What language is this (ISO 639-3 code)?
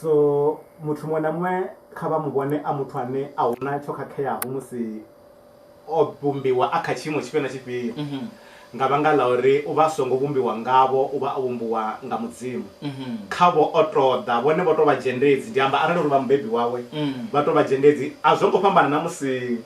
ven